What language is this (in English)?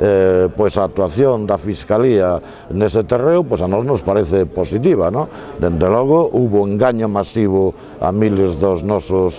Galician